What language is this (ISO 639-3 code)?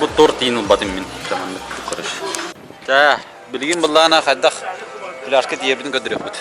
sah